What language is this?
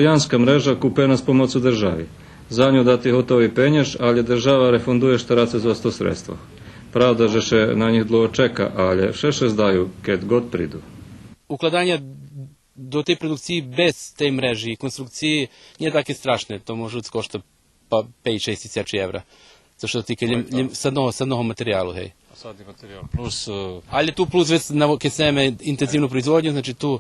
Rusyn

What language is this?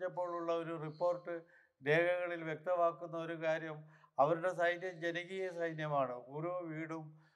Malayalam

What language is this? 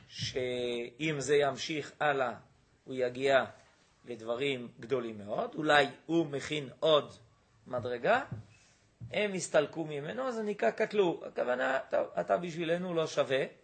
Hebrew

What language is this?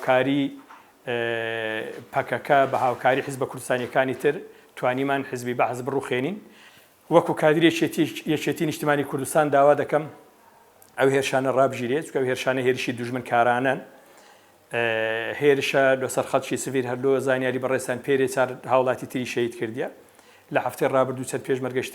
Central Kurdish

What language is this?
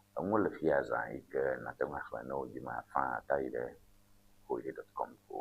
Ewe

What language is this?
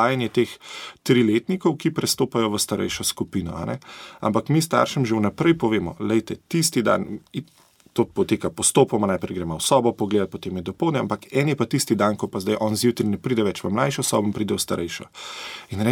Slovenian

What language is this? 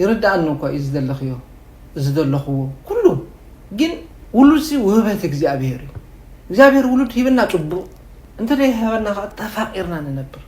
Tigrinya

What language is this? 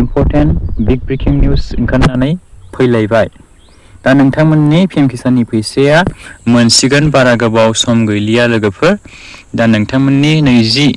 Bodo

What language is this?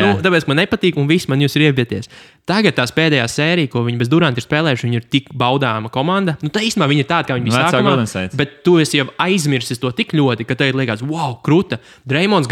Latvian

